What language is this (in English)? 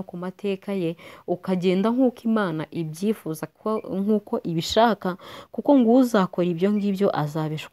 Kinyarwanda